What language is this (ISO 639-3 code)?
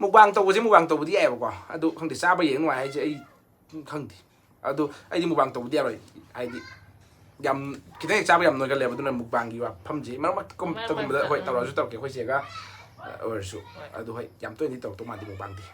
mni